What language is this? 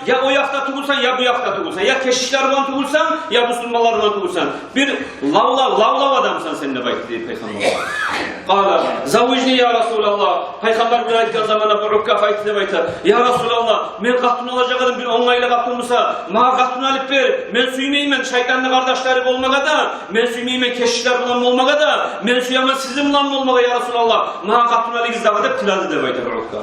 Kumyk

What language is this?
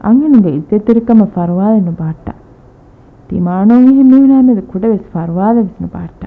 Divehi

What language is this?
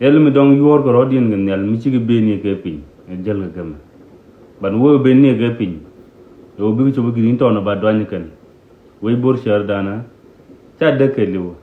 Nuer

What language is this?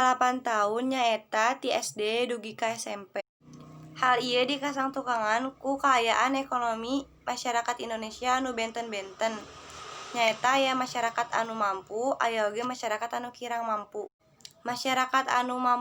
Sundanese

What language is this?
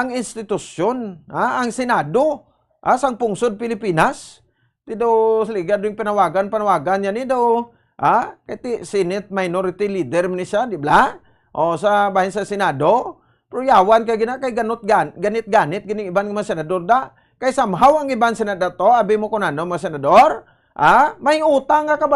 Hiligaynon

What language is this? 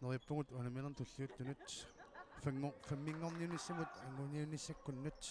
Kalaallisut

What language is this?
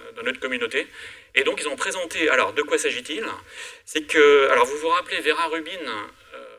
French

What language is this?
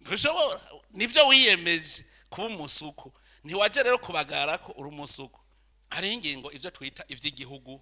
Rundi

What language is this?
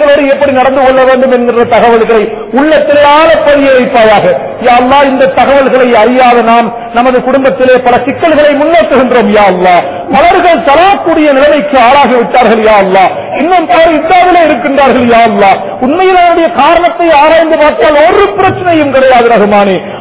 Tamil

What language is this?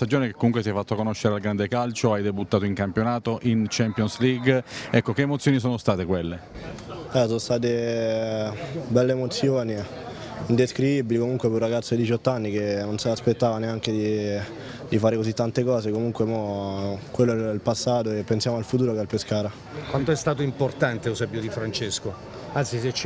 Italian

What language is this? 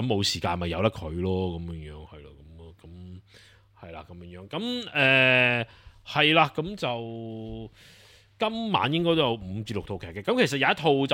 Cantonese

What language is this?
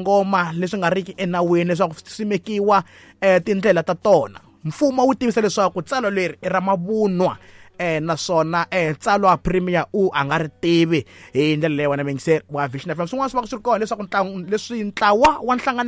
Tsonga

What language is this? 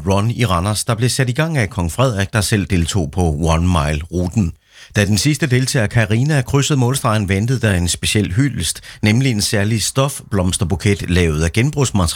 Danish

